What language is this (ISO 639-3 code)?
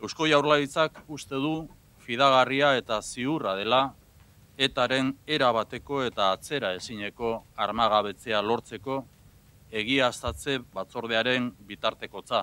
eus